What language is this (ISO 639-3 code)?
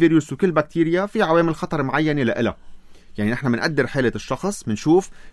apc